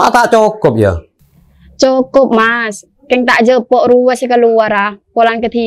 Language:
Madurese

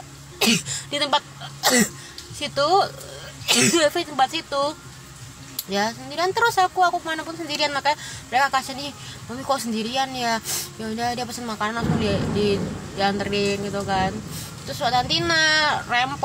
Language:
Indonesian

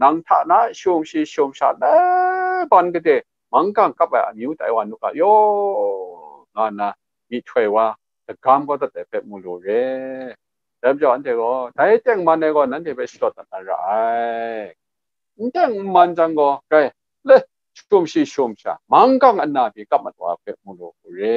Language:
Kachin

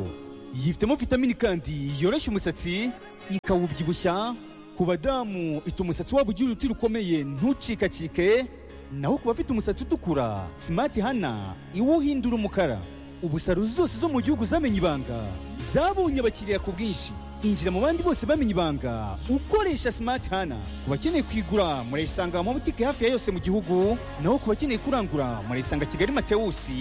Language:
Kinyarwanda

